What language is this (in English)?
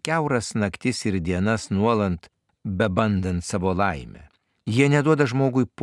Lithuanian